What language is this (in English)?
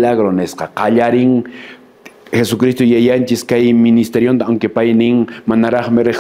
Quechua